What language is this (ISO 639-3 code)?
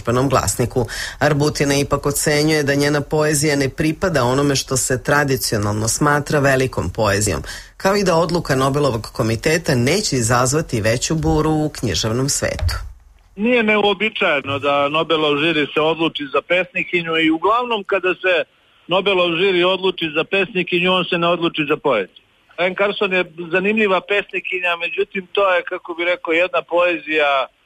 srp